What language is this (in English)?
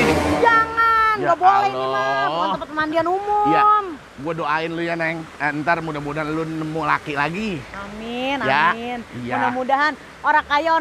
Betawi